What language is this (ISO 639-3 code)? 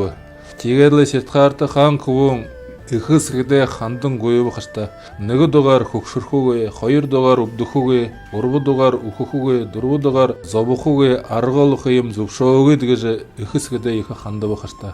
bua